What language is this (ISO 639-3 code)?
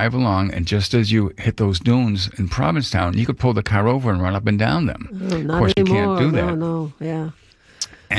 eng